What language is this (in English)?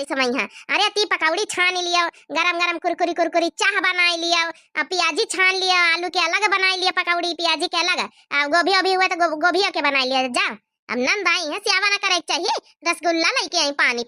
Awadhi